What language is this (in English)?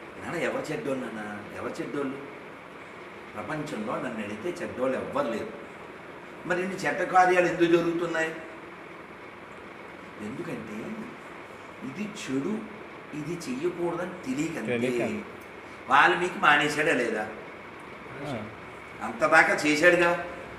Telugu